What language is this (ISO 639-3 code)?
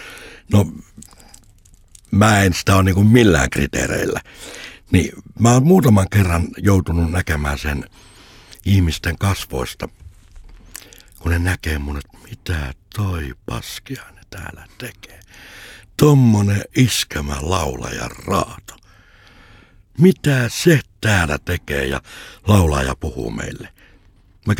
fin